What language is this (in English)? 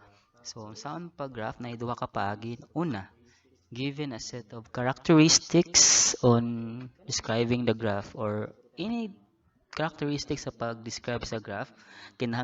Cebuano